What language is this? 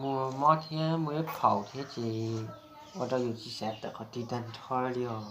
Hmong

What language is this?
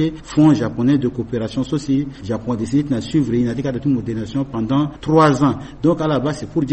Sango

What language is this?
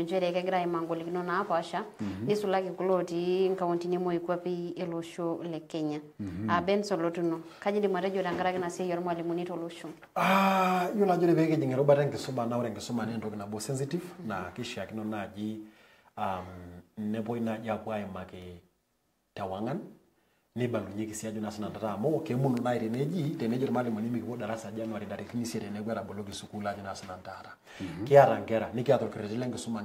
Masai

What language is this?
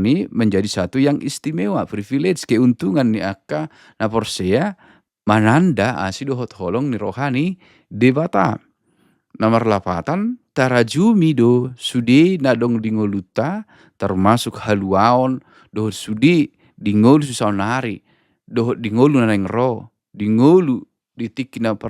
Batak Toba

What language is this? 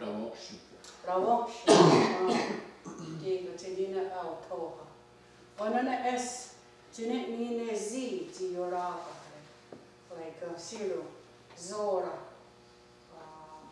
Mohawk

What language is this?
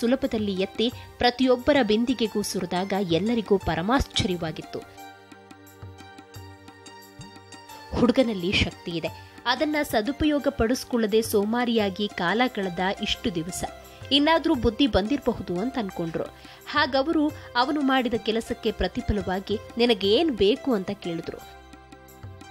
Kannada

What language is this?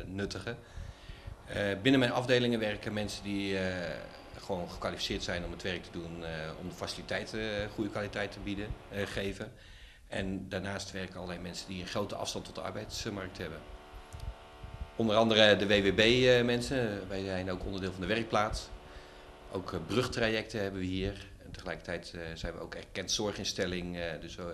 Dutch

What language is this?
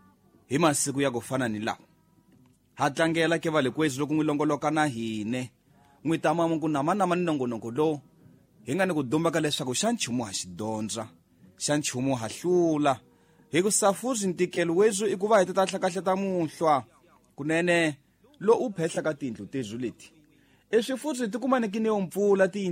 Tsonga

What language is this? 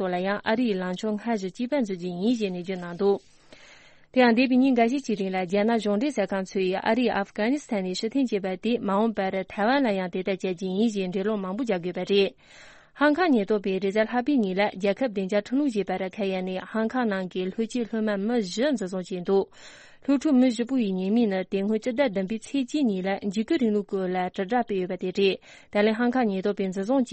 Tibetan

